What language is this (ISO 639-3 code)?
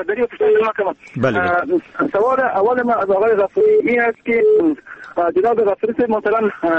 fas